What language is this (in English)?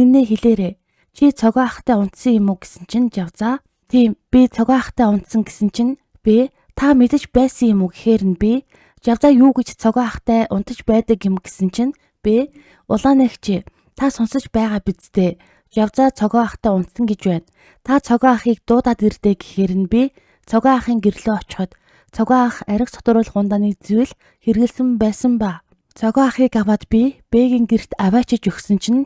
Mongolian